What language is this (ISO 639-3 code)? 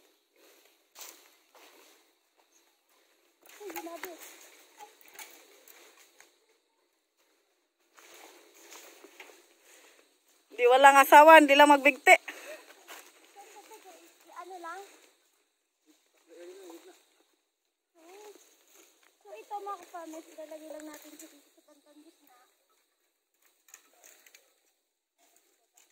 fil